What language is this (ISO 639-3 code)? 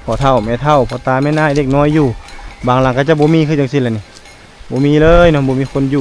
lao